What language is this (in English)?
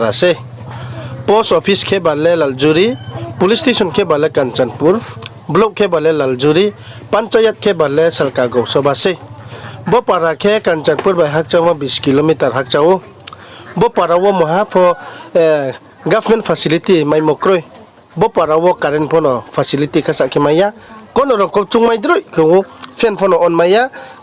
Riang (India)